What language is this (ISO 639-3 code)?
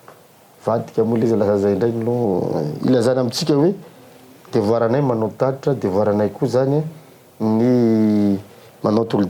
mlg